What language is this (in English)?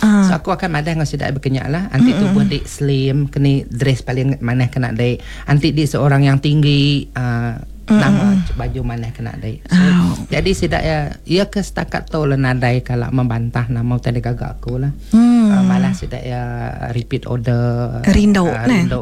Iban